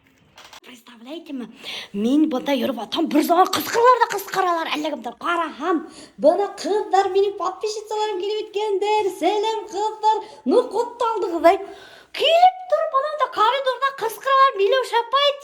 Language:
Bashkir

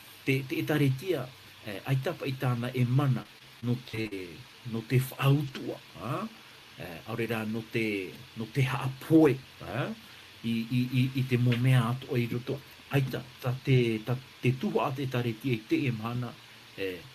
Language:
Tahitian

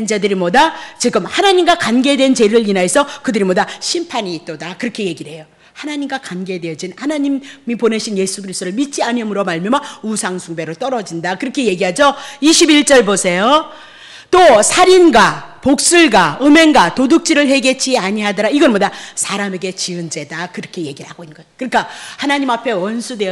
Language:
Korean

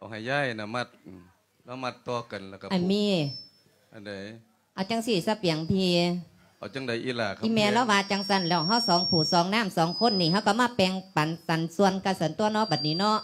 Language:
Lao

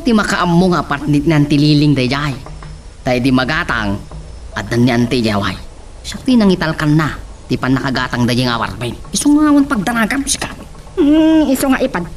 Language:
Iloko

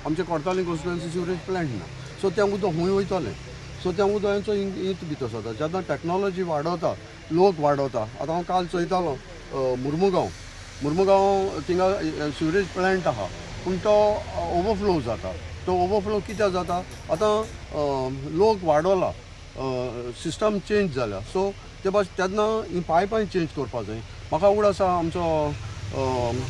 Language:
Konkani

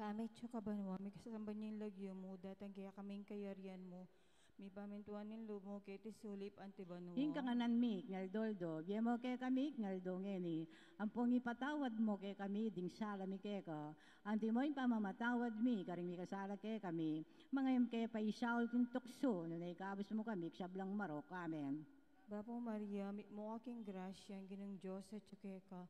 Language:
Pampanga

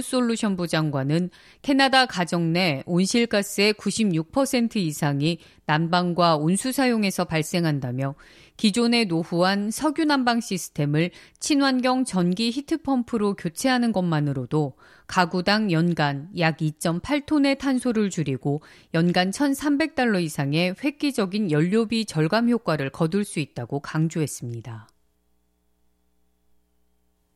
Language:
Korean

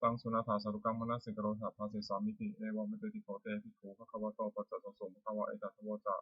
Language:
Pali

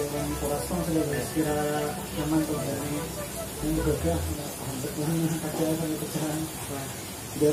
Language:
Banjar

